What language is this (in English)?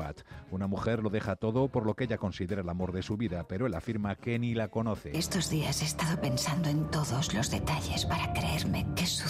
Spanish